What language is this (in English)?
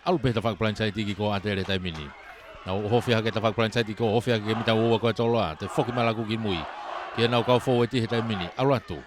Tongan